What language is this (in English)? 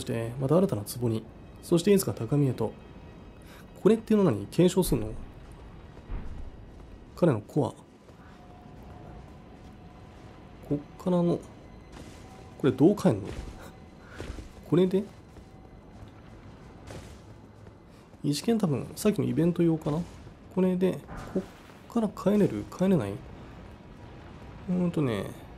Japanese